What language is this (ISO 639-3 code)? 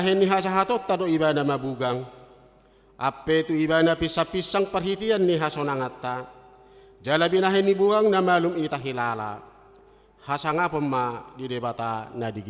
bbc